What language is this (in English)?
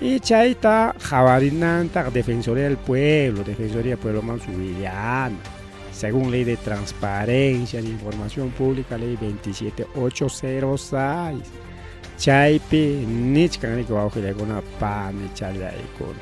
Ayacucho Quechua